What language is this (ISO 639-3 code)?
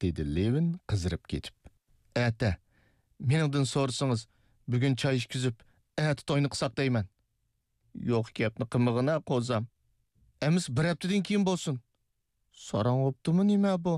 uig